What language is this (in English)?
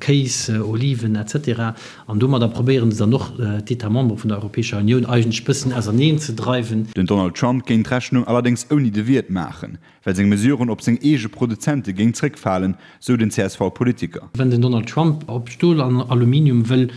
Luxembourgish